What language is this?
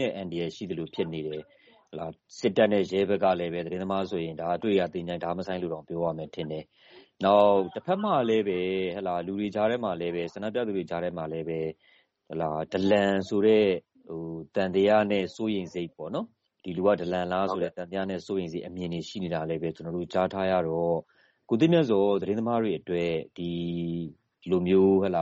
Burmese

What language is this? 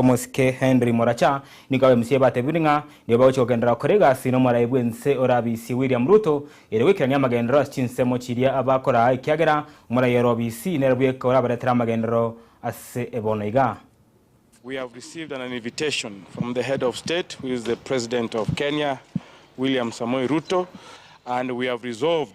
Gusii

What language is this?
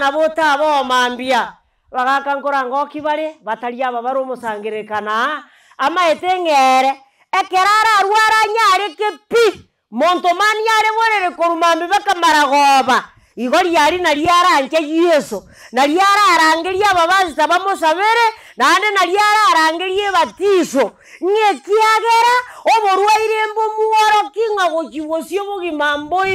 Gusii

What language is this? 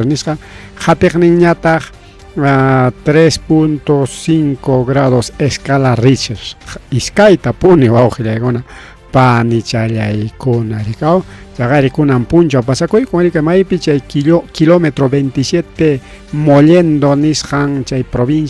Ayacucho Quechua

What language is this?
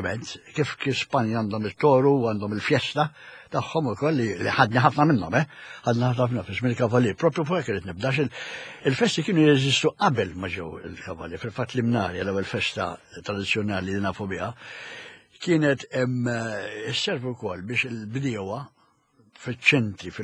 Maltese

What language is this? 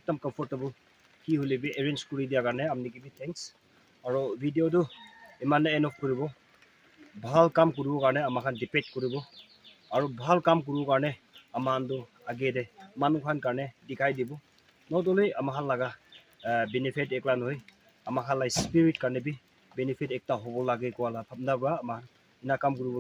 Naga Pidgin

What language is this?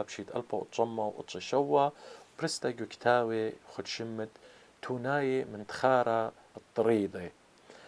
Assyrian Neo-Aramaic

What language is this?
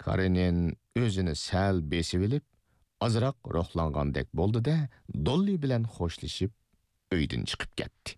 Uyghur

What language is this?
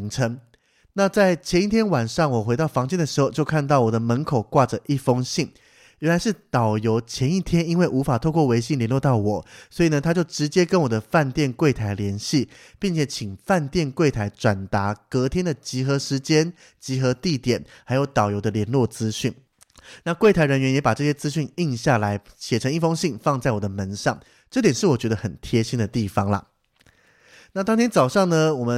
Chinese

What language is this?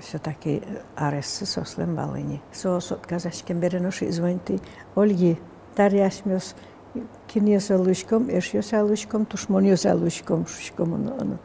Udmurt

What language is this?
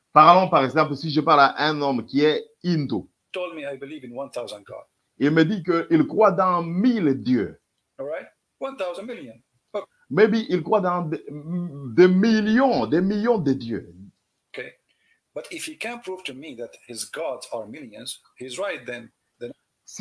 French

